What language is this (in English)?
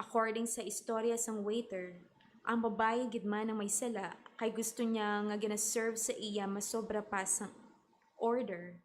Hiligaynon